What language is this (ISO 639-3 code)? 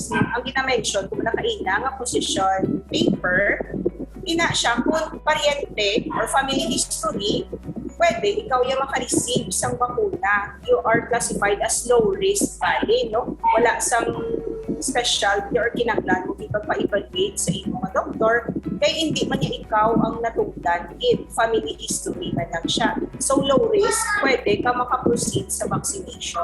hil